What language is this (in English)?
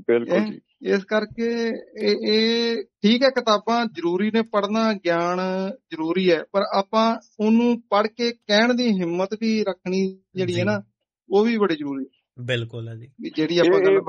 Punjabi